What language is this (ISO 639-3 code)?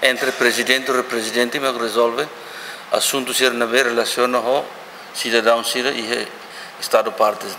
tet